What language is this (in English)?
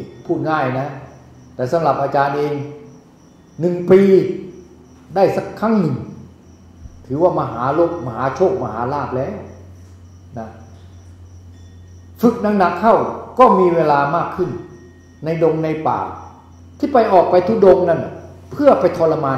Thai